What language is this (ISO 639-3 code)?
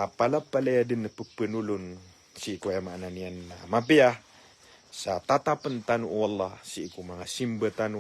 mrw